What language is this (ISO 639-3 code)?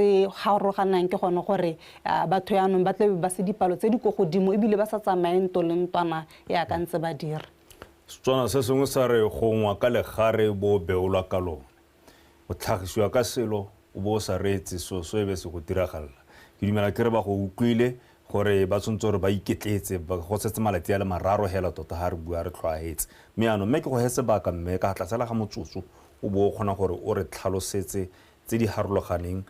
tsn